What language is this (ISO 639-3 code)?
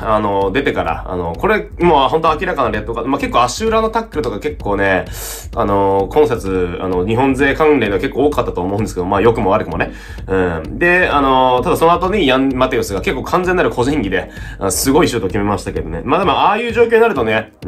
jpn